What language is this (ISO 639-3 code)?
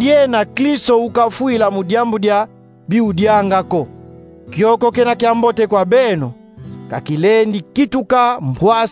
kon